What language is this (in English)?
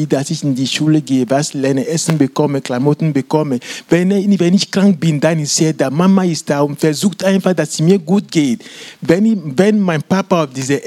German